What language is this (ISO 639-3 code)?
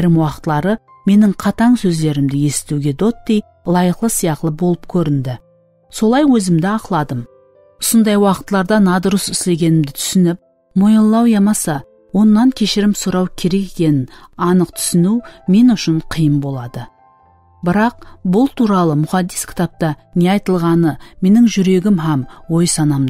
kaa